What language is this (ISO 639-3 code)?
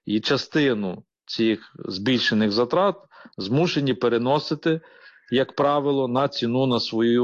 ukr